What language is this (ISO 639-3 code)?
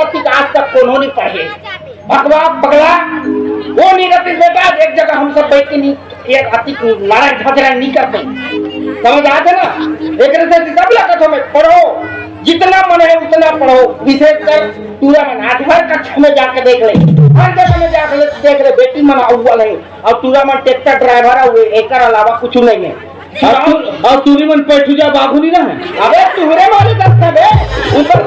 hne